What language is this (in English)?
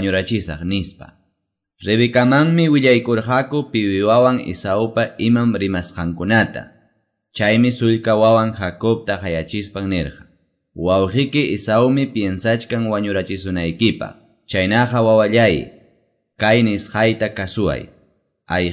Quechua